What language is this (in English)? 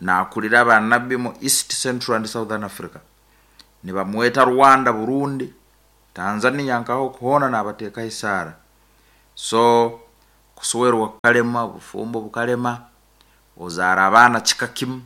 Nyankole